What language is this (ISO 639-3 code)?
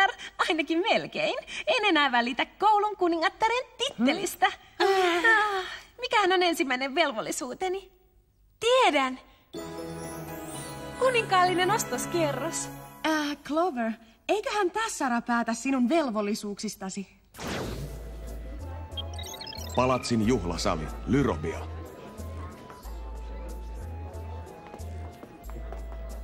fin